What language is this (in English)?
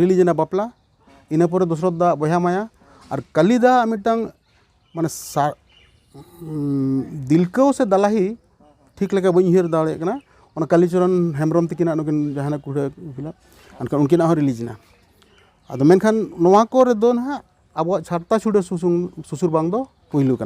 Santali